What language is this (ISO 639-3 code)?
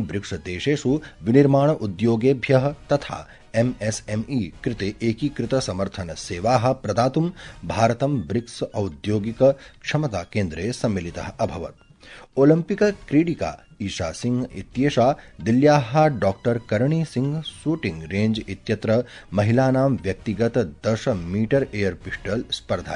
san